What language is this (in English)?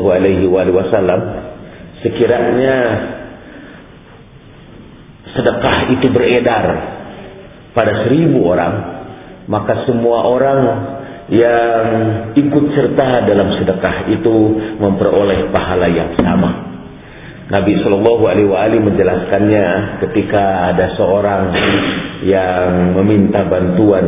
Indonesian